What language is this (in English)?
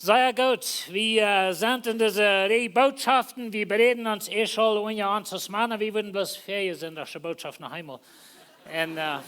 Plautdietsch